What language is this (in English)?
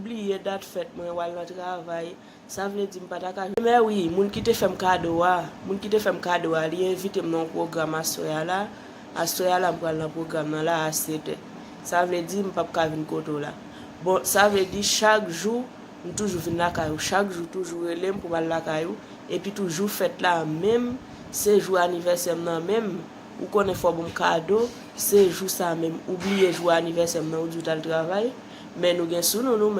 Haitian Creole